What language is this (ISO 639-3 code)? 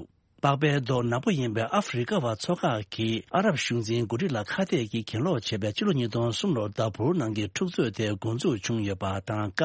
bod